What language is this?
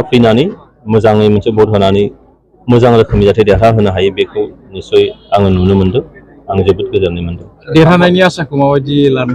Bodo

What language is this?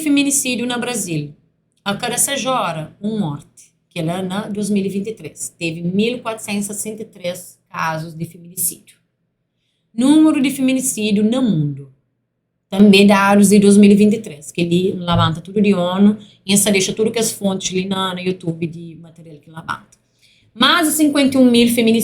Kabuverdianu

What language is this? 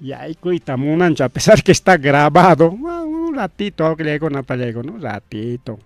Ayacucho Quechua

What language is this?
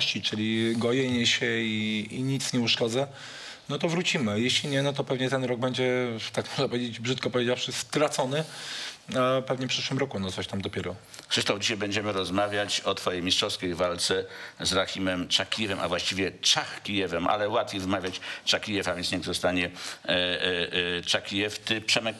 Polish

